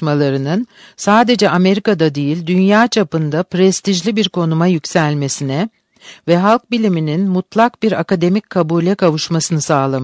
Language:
Turkish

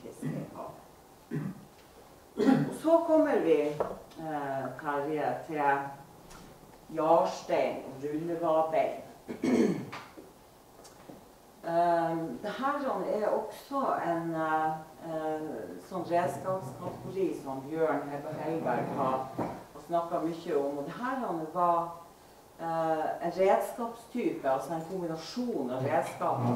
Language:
Norwegian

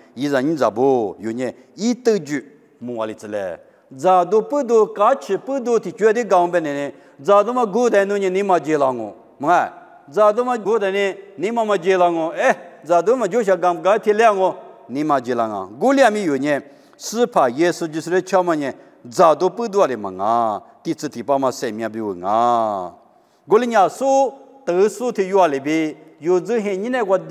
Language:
Lisu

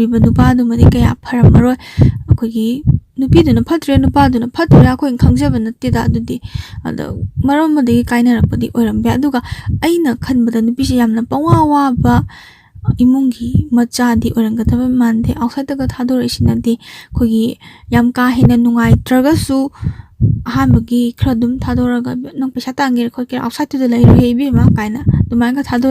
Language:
Manipuri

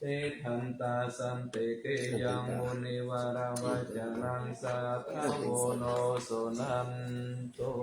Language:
Pali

